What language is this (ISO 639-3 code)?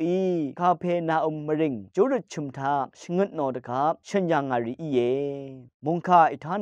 raw